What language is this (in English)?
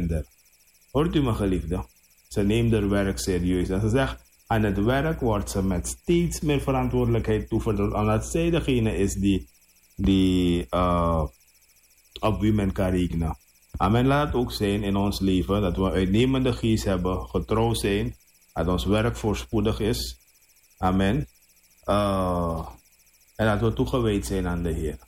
Dutch